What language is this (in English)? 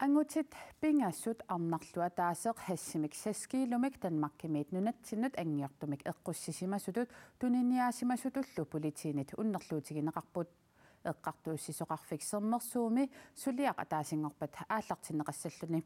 Kalaallisut